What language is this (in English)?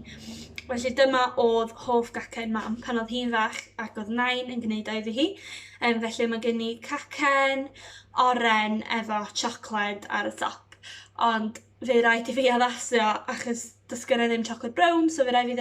Welsh